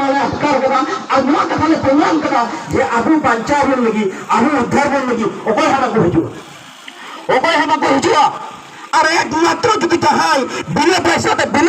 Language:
Santali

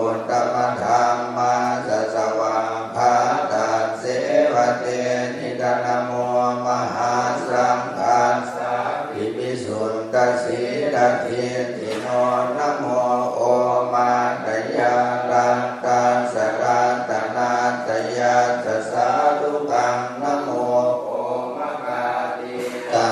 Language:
Pali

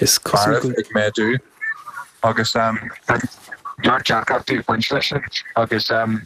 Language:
Irish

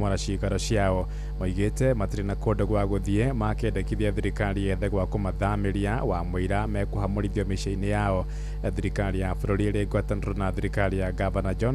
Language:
Kikuyu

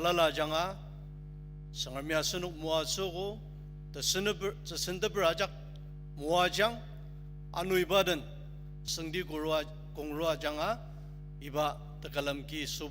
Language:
Ao Naga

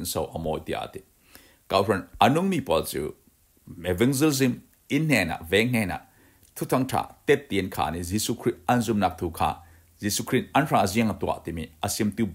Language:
Falam Chin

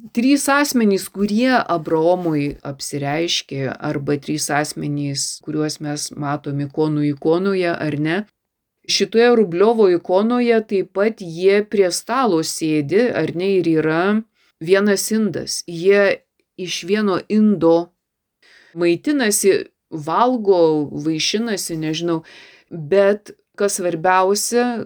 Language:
Lithuanian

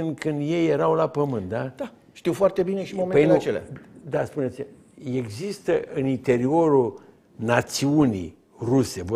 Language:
Romanian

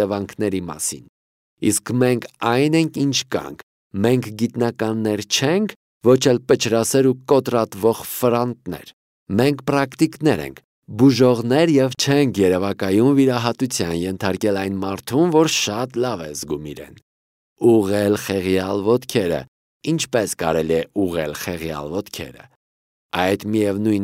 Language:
Armenian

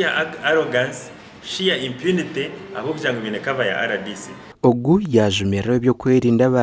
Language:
Nyankole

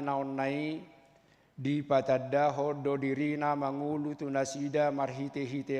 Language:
Batak Toba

